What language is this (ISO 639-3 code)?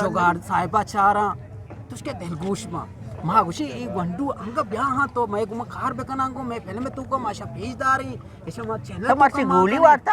bgp